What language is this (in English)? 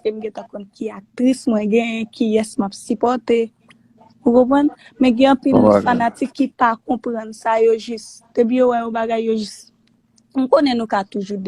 Haitian Creole